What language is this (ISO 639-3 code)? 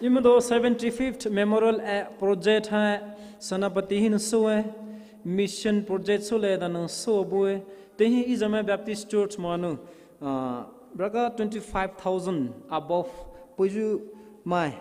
pmx